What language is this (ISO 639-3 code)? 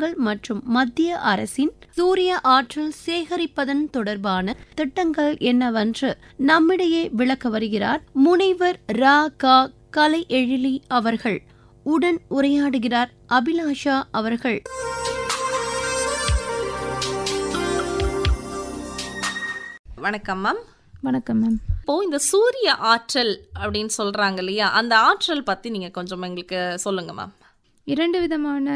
tam